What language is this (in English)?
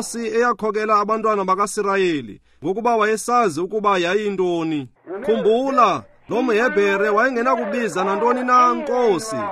Xhosa